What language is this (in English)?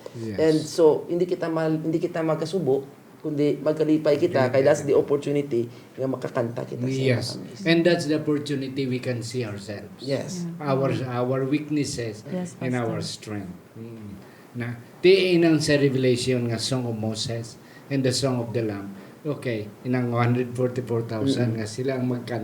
Hiligaynon